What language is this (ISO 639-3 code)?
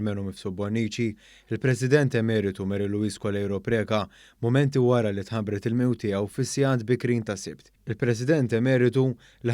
mlt